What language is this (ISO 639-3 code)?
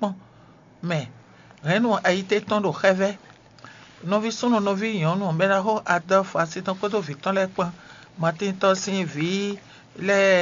fon